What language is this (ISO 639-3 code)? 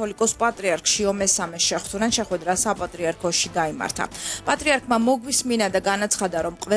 kat